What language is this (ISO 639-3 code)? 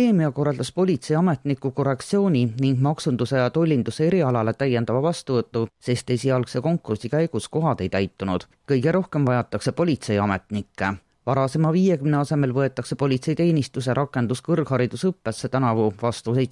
est